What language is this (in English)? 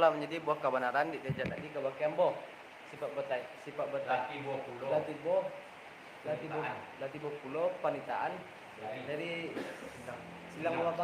Minangkabau